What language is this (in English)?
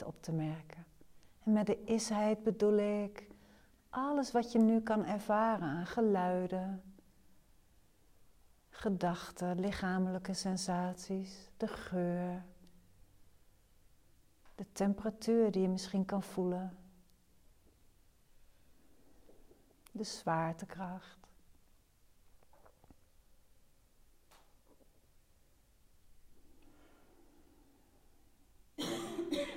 Dutch